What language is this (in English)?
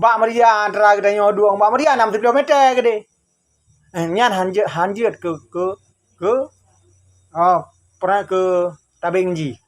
Achinese